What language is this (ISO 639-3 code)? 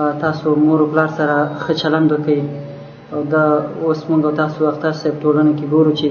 pus